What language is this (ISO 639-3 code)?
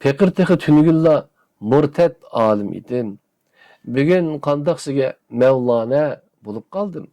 uig